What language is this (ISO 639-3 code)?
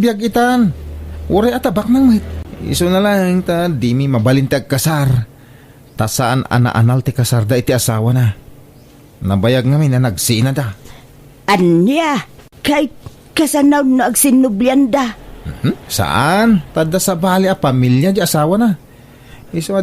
ilo